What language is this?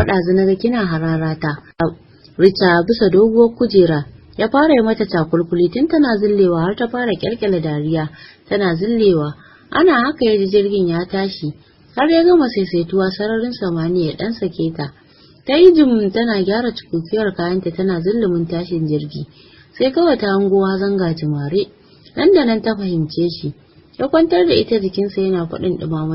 Hausa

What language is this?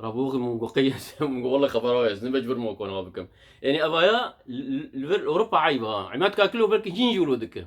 Kurdish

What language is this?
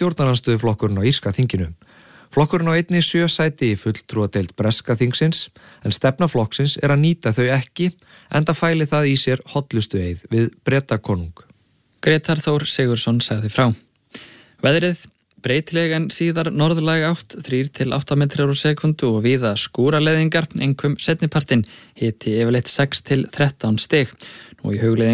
Icelandic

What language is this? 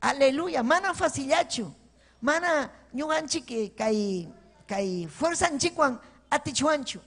Ayacucho Quechua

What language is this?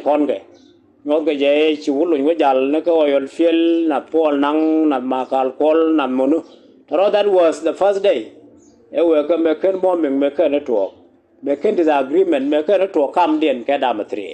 Nuer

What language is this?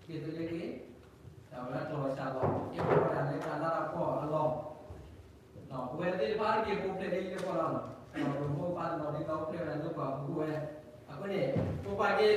S'gaw Karen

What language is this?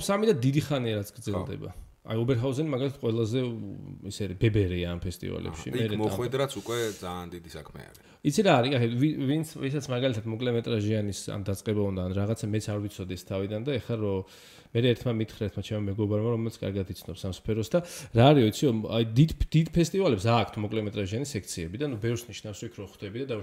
Georgian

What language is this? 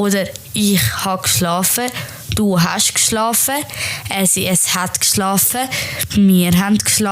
Swiss German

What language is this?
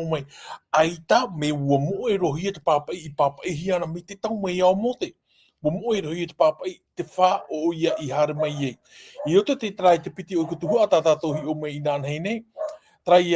Tahitian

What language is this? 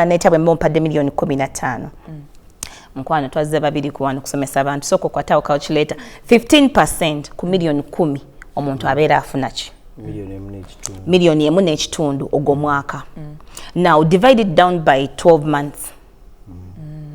Ganda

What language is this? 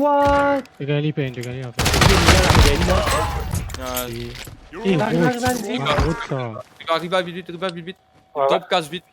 Morisyen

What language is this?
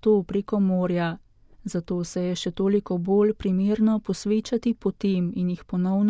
Slovenian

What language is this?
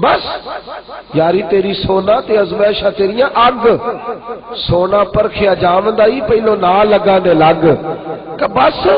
Western Panjabi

